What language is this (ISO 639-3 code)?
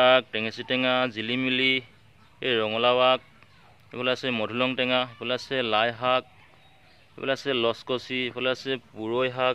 asm